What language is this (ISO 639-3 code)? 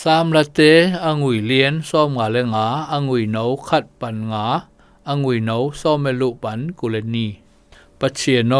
zom